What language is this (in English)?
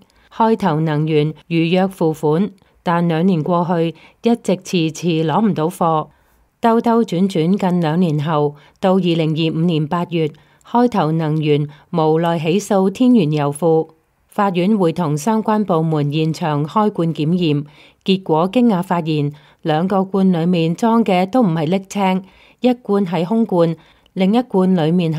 Cantonese